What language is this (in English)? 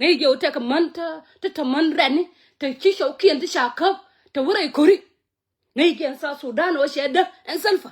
Nuer